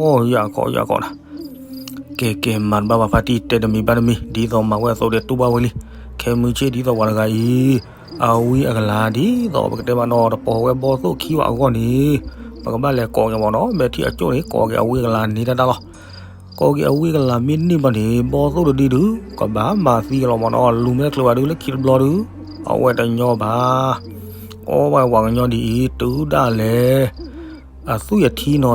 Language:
S'gaw Karen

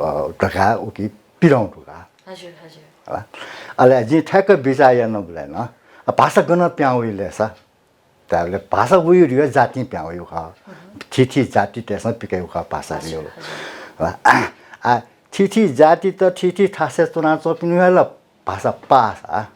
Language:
Newari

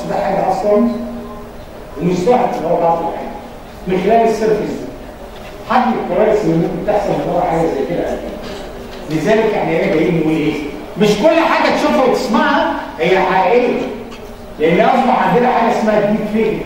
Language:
Egyptian Arabic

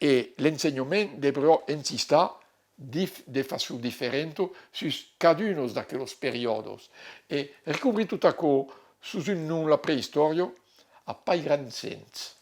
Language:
Occitan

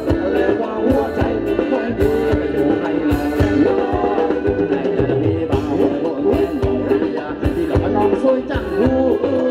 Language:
Thai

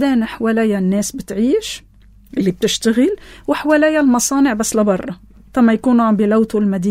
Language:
North Levantine Arabic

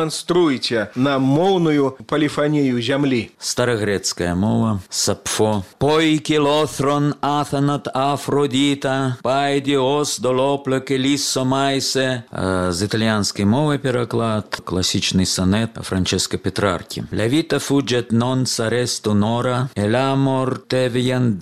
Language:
Belarusian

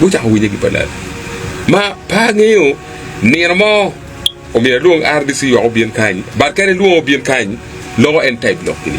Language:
Acoli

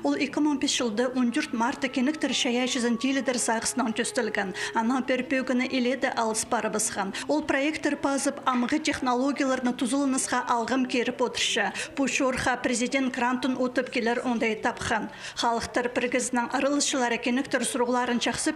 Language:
Khakas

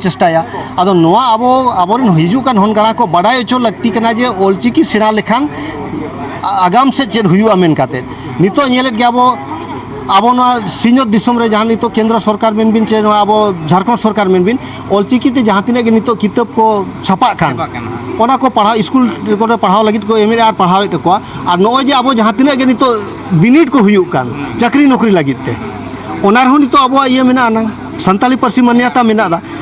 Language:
Santali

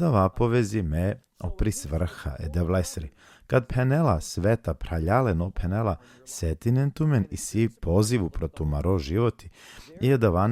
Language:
Balkan Romani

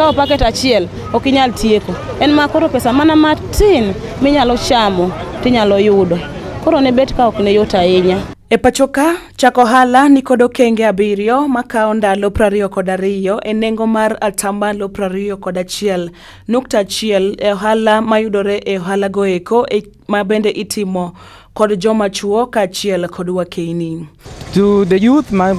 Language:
Luo (Kenya and Tanzania)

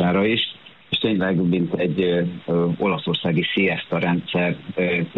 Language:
Hungarian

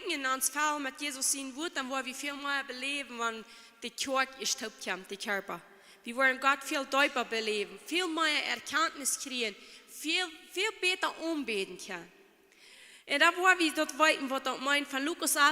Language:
Plautdietsch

